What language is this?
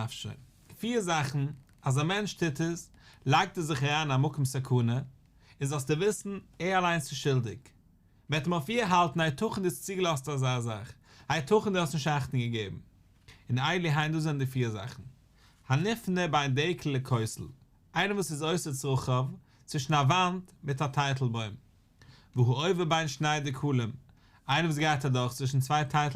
Yiddish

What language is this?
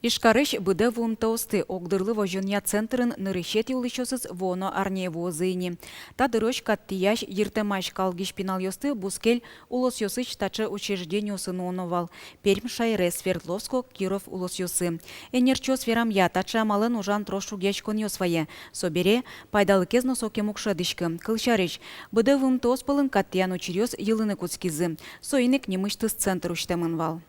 Udmurt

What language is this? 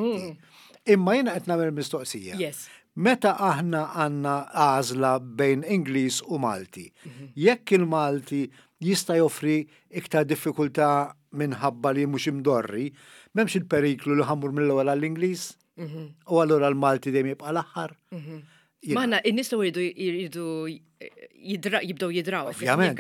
Maltese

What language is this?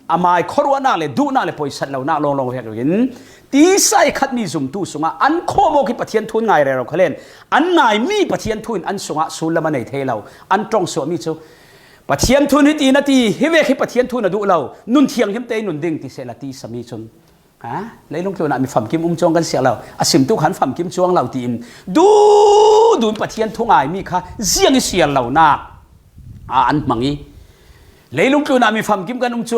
Falam Chin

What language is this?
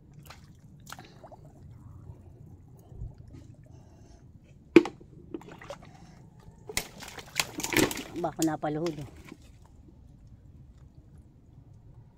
Filipino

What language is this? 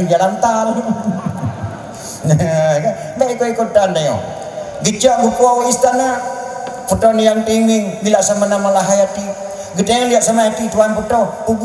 Malay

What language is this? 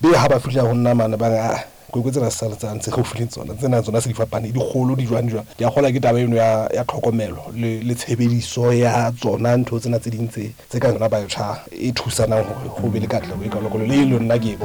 Southern Sotho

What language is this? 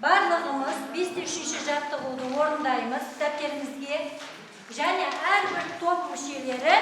Kazakh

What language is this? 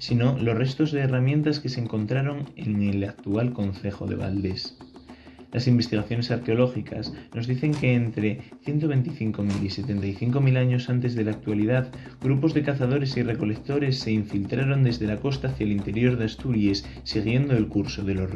Asturian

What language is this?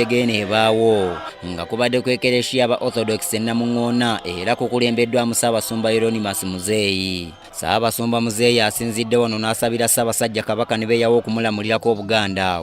Ganda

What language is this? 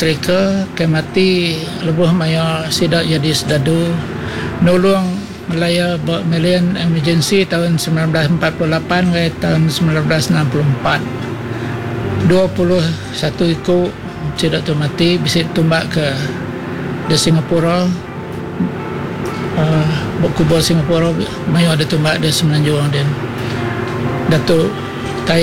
Iban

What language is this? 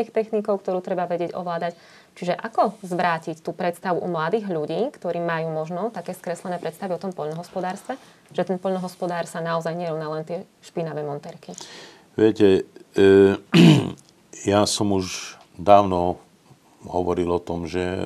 Slovak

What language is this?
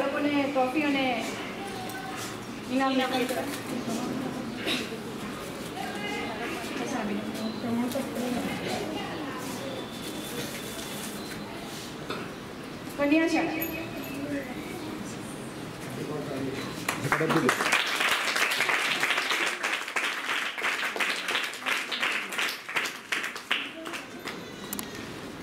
Gujarati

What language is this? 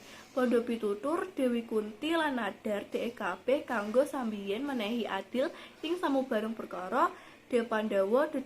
Javanese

